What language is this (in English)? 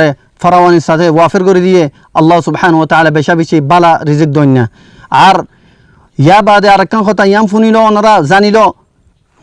Rohingya